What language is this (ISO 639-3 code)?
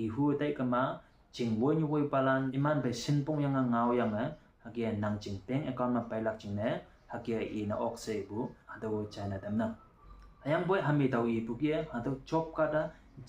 nbe